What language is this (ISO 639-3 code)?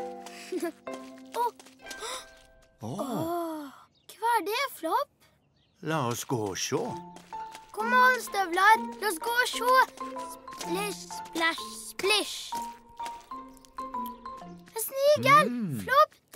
nor